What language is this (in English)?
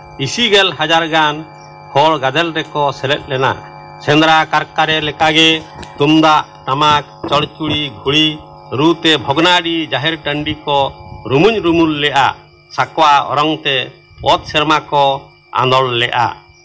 Santali